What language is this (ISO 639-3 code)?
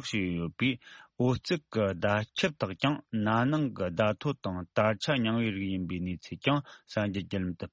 bod